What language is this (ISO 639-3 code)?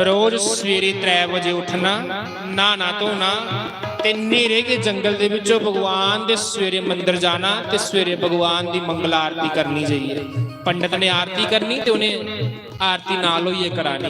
doi